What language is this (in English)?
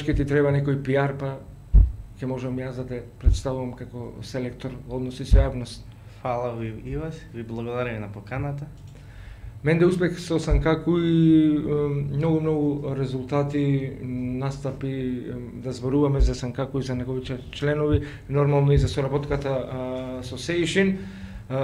Macedonian